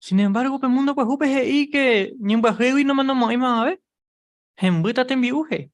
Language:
Guarani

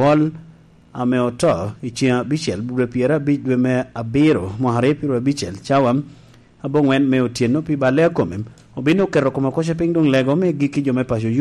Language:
Lango (Uganda)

